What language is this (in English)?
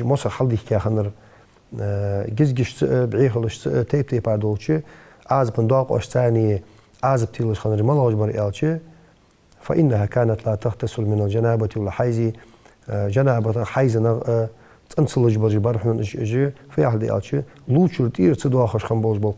Ingush